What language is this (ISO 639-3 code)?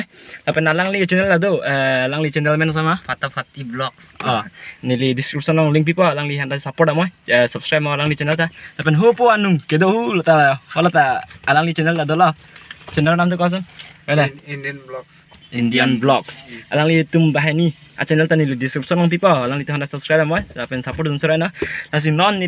mjw